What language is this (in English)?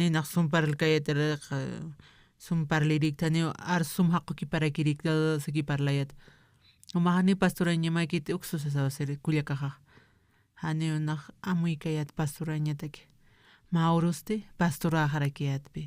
Aymara